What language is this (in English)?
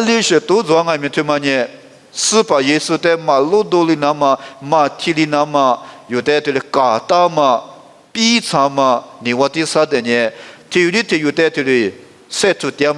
Lisu